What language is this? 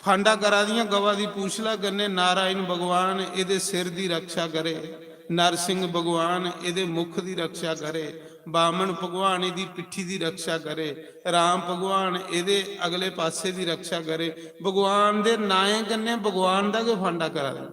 Dogri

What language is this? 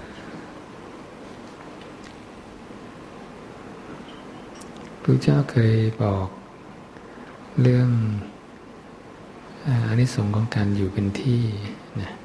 Thai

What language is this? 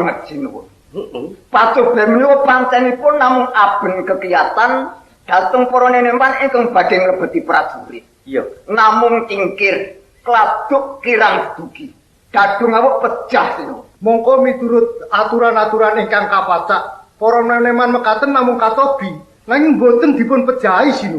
Javanese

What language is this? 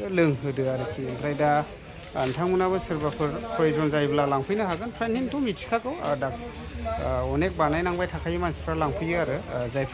Bodo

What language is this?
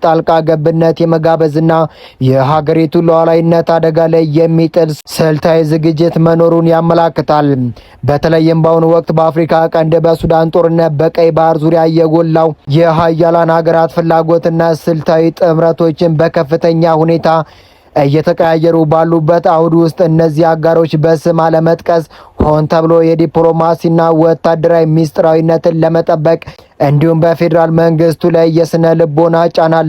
Amharic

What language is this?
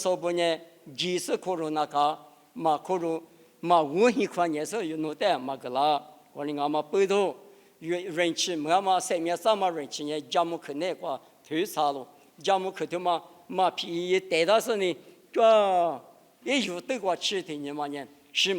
Lisu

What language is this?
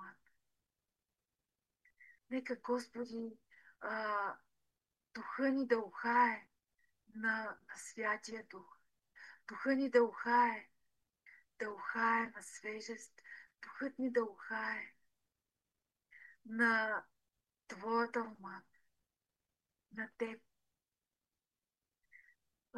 Bulgarian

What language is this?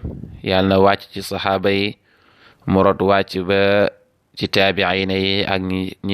Wolof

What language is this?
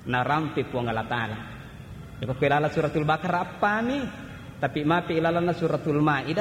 Buginese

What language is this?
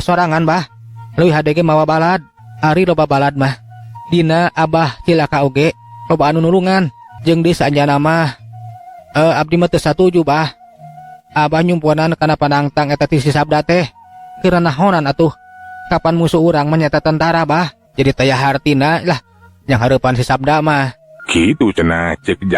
Sundanese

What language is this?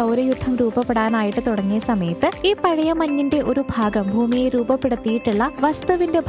Malayalam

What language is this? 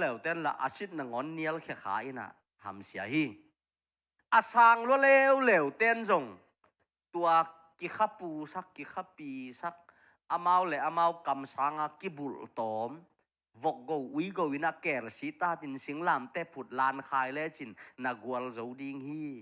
Tedim Chin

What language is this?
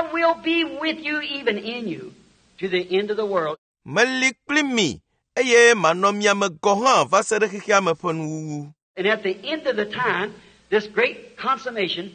Ewe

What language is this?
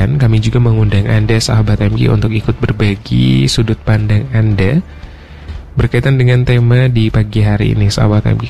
Indonesian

